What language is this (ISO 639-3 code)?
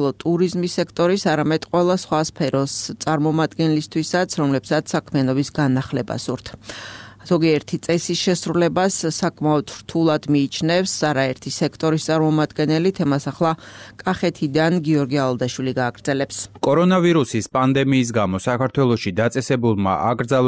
kat